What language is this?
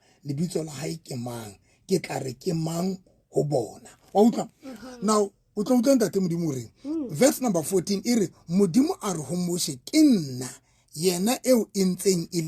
Southern Sotho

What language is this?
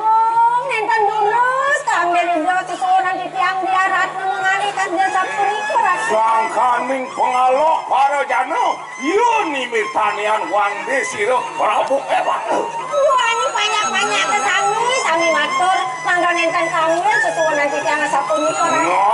Balinese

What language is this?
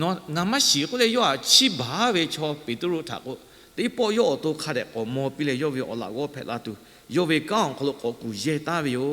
Lahu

